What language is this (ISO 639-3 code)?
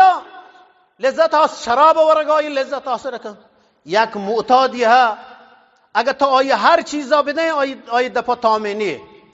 bgp